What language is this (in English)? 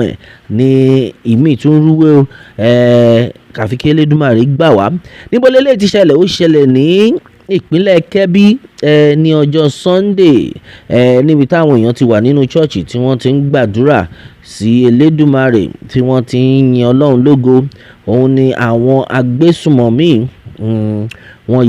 Yoruba